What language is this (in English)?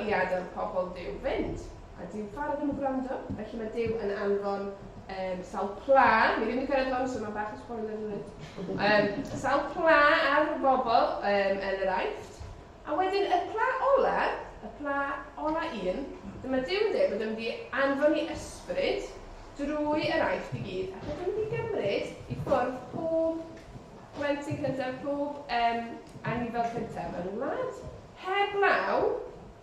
Welsh